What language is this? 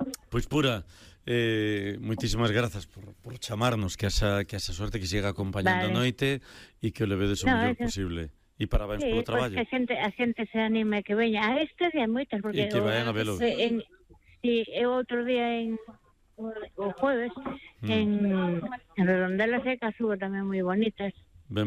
Galician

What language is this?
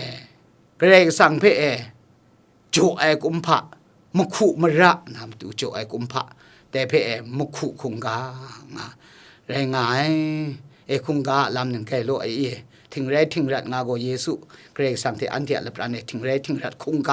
Kachin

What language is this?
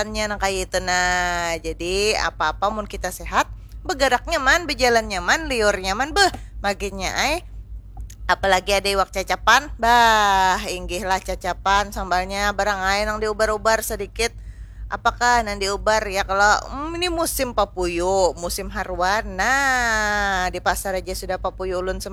Banjar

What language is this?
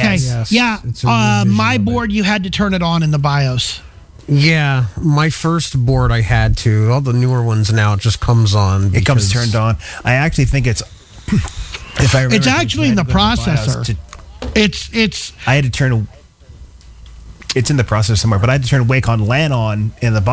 English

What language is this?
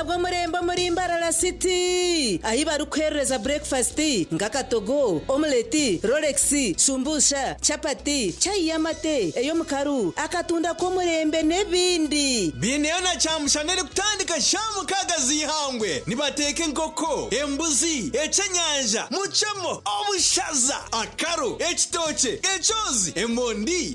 Nyankole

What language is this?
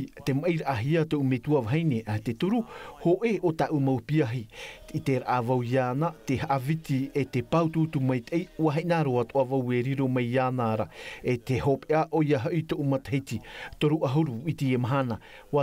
Tahitian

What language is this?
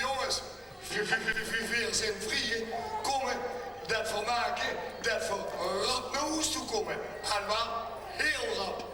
Limburgish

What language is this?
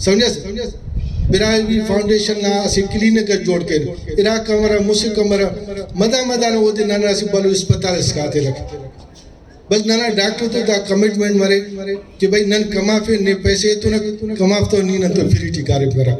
Brahui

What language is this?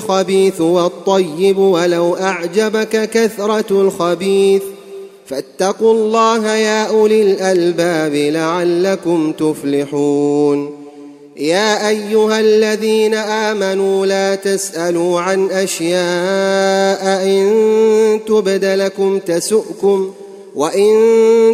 Arabic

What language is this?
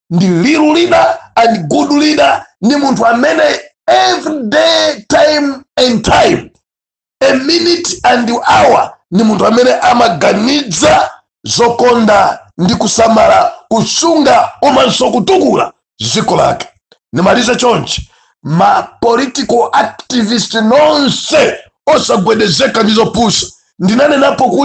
Nyanja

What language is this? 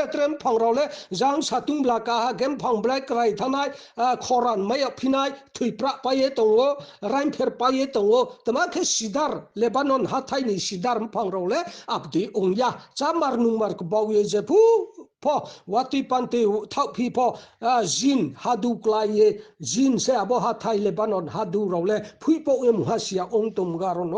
Riang (India)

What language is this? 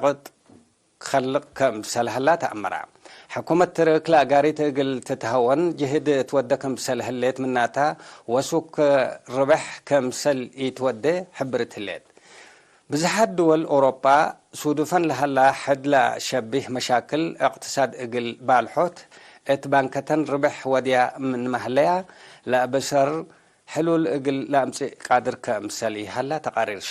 Tigre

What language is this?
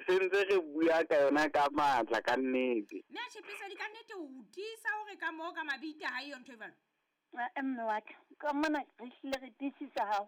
Southern Sotho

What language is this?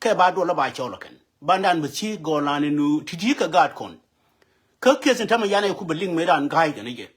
Nuer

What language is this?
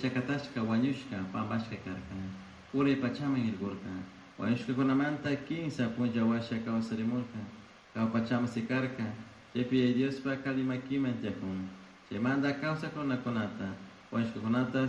Chimborazo Highland Quichua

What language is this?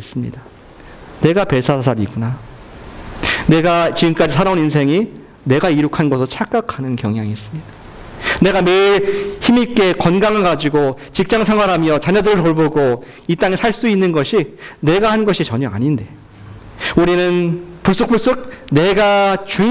Korean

